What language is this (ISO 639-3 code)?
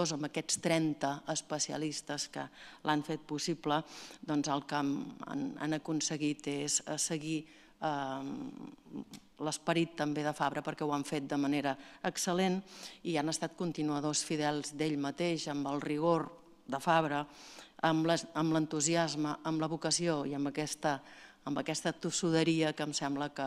cat